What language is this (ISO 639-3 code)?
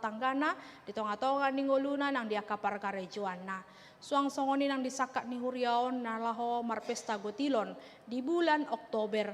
bbc